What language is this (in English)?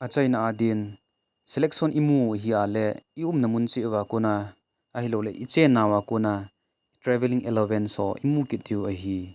Thado Chin